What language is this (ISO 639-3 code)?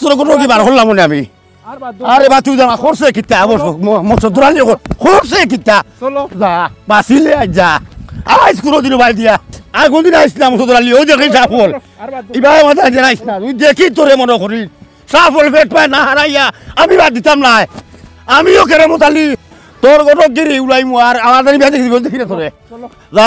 syl